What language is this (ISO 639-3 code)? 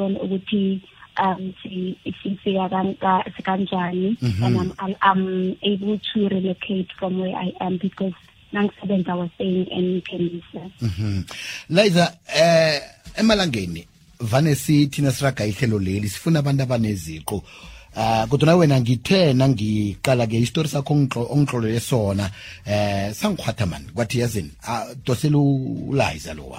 nbl